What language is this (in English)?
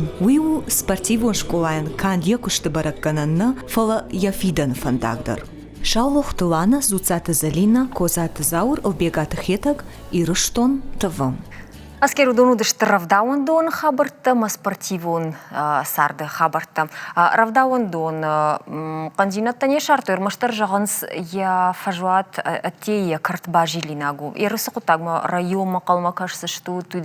Ossetic